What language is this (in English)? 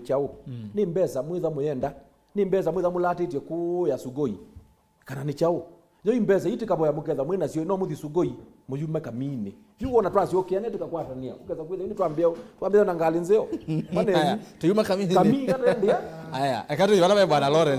Kamba